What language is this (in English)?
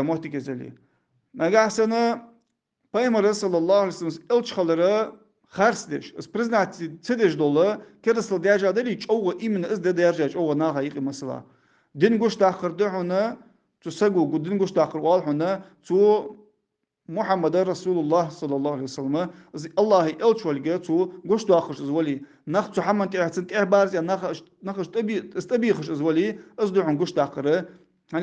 Ingush